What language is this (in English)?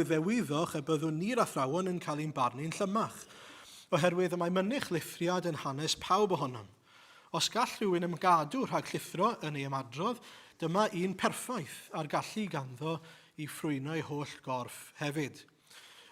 Welsh